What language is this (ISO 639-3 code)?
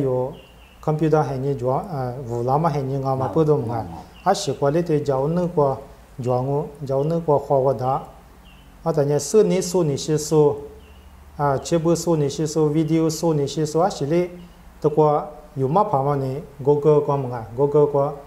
lis